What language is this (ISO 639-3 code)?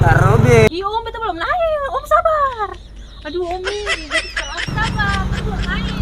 abs